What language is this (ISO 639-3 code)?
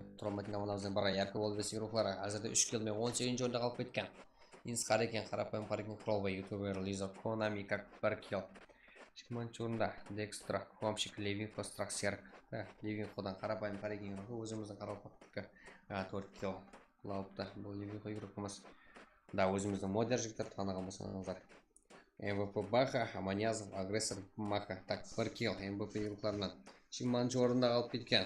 kaa